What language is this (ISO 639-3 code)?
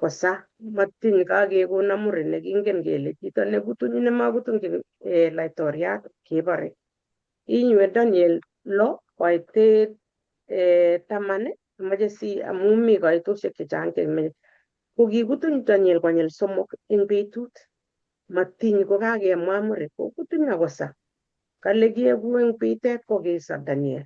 kln